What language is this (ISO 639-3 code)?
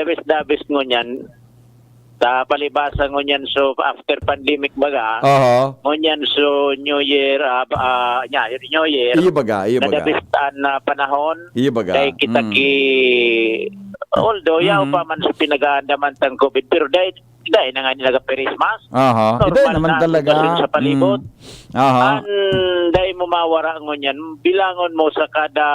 bik